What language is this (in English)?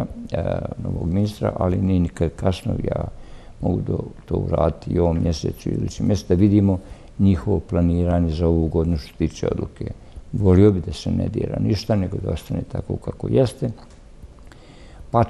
Bosnian